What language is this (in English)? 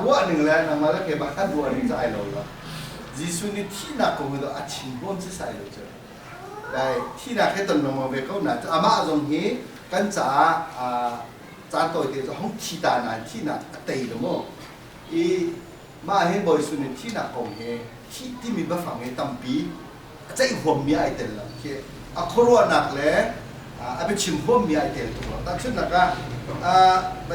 Hakha Chin